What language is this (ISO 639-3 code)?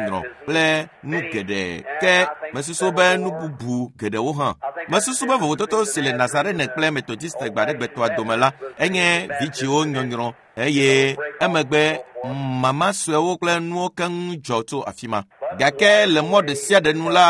ewe